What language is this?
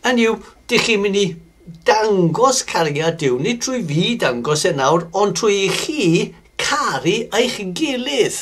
Welsh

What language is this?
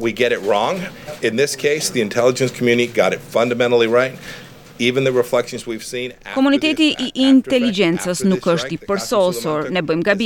Albanian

